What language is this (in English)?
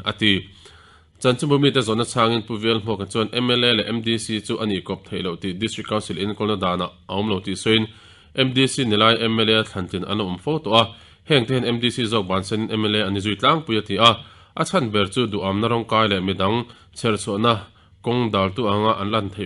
Mizo